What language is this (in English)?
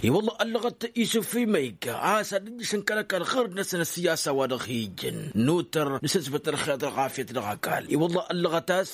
Tamasheq